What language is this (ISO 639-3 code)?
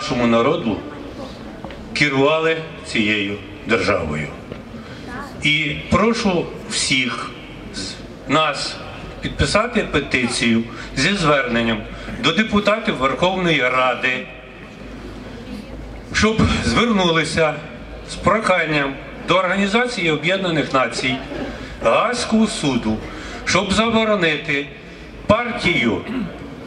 ukr